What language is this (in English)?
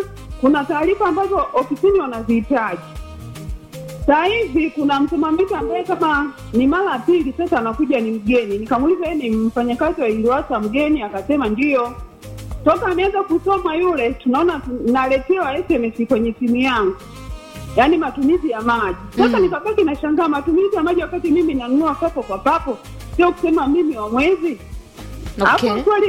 Swahili